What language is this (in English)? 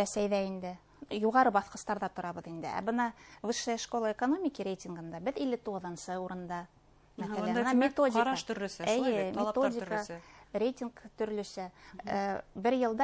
Bashkir